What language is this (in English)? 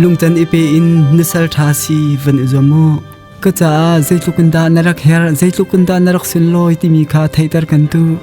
Hakha Chin